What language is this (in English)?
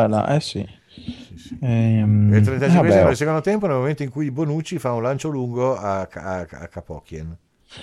Italian